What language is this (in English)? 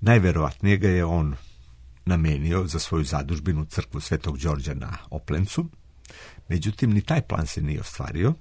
Serbian